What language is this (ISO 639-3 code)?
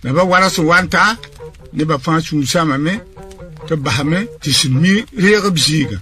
mos